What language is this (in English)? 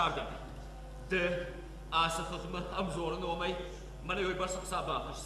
Ossetic